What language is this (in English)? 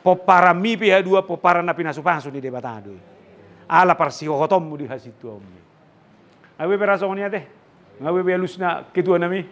Batak Toba